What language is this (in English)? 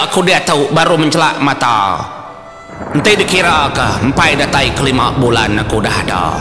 Iban